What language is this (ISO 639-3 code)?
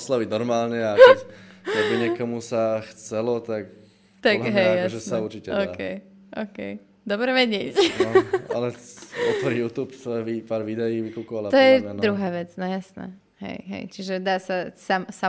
slk